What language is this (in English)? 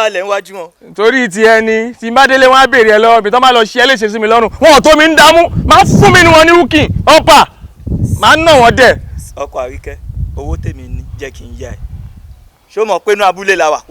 Yoruba